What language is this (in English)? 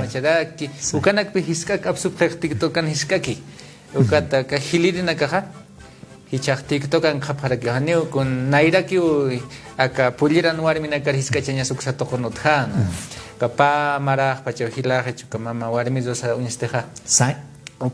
Aymara